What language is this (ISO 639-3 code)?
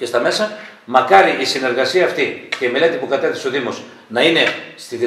ell